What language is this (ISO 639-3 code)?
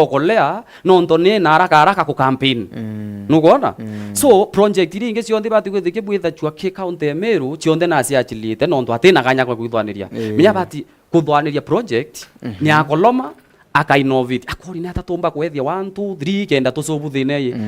mer